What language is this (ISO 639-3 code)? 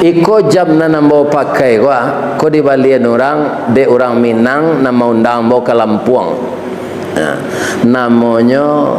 min